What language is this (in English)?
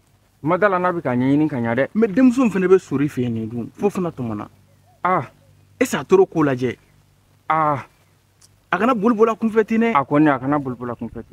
Bambara